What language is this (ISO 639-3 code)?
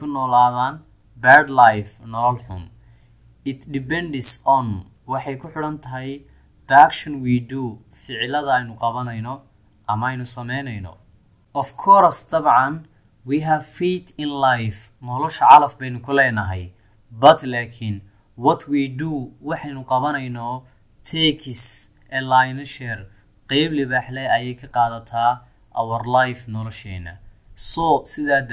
som